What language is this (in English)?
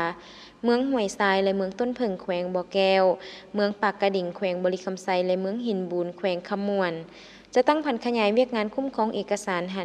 Lao